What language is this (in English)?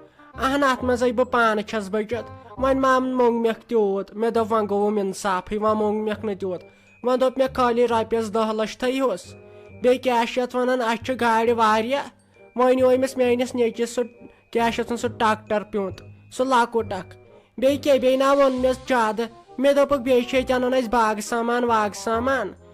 Kashmiri